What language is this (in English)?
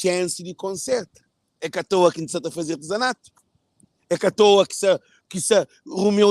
Kabuverdianu